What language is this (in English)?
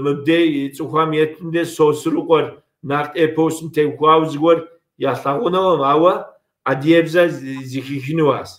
Kabardian